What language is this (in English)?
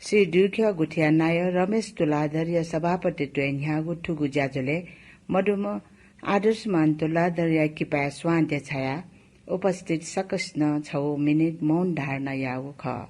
Newari